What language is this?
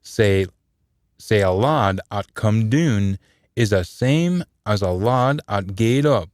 Scots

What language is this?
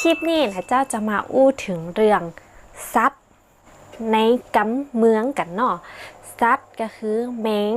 Northern Thai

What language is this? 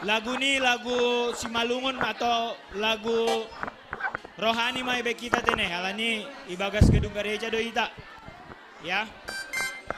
Batak Simalungun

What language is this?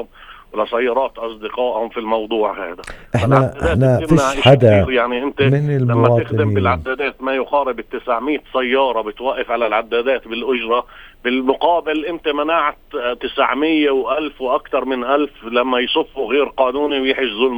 North Levantine Arabic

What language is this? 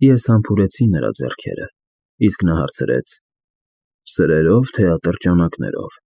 Armenian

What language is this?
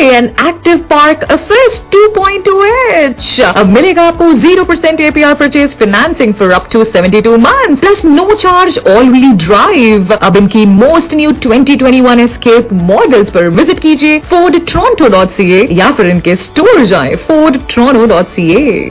Punjabi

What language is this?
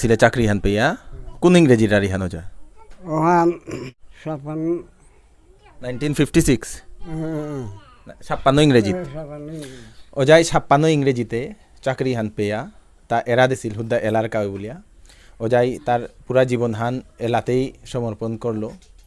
Bishnupriya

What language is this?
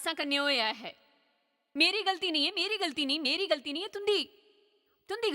Dogri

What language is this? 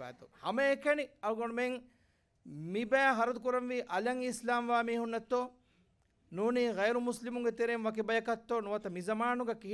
Divehi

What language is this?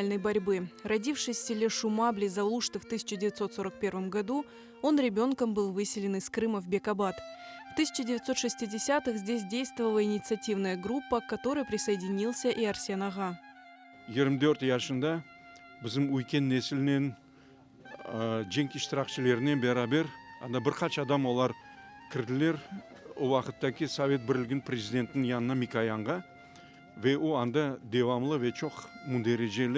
Crimean Tatar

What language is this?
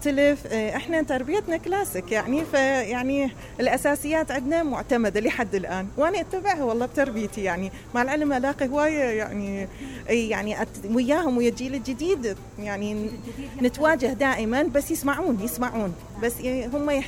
Mesopotamian Arabic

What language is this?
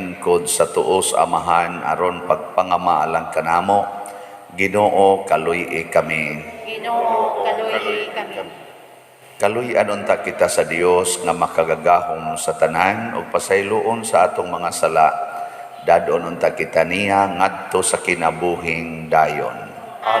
Cebuano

